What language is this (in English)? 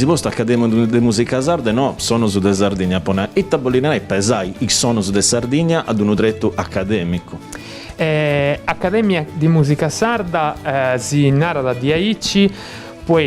Sardinian